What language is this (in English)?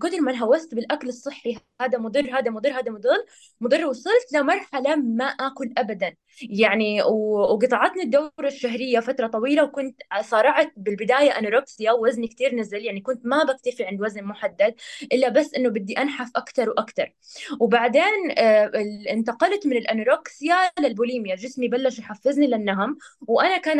North Levantine Arabic